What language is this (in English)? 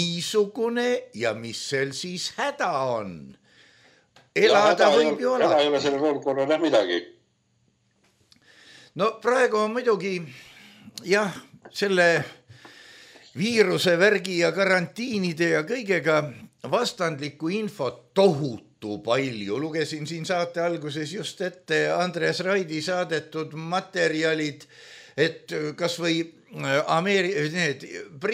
Estonian